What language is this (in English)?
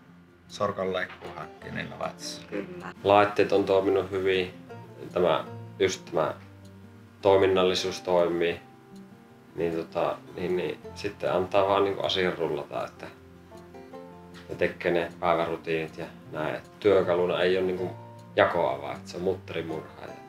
Finnish